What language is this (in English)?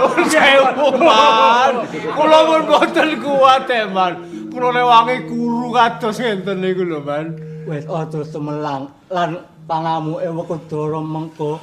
Javanese